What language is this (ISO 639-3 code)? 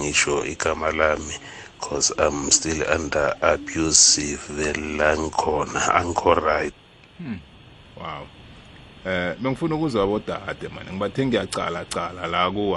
nbl